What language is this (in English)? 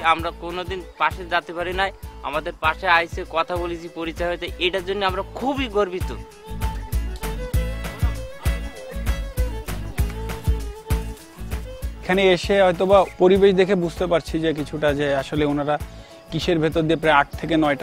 Bangla